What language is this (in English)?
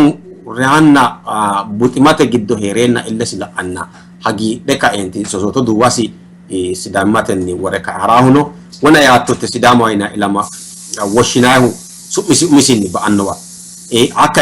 Sidamo